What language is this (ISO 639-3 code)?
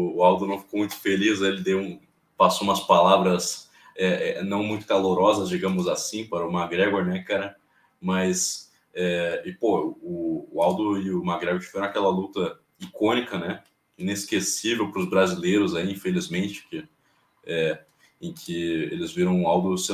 por